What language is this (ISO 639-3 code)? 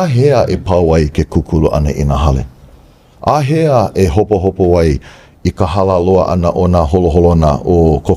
haw